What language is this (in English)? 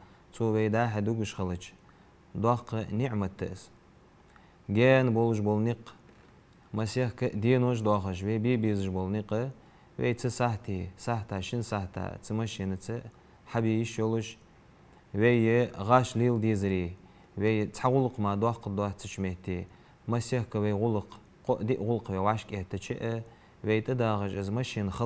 Ingush